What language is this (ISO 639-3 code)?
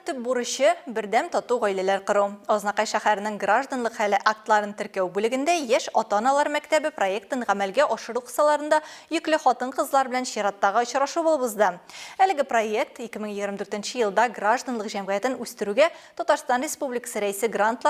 tat